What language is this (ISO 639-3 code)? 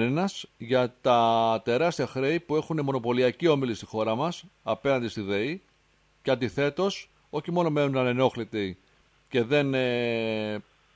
ell